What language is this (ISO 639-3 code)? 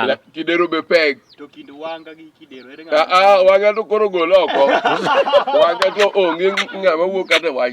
luo